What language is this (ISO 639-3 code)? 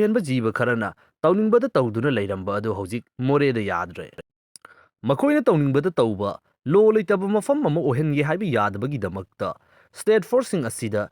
mni